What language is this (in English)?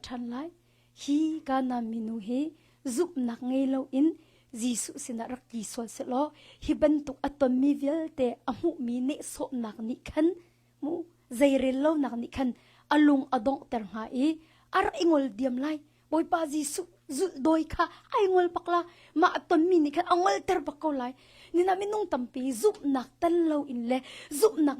Hakha Chin